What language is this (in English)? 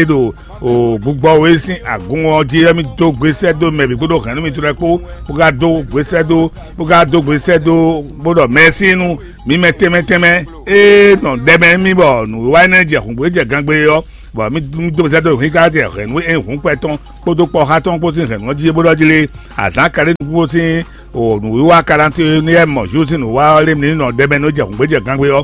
Fon